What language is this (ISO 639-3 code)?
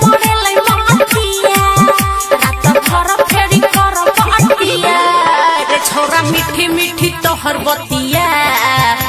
bho